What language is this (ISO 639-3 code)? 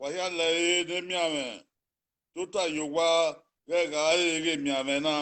bin